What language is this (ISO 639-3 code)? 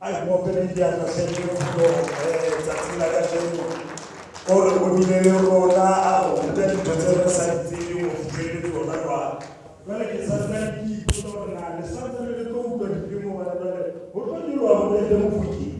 sot